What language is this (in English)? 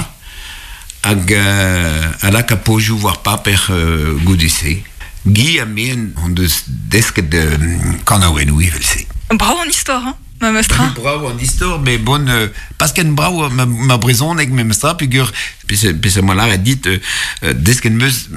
Breton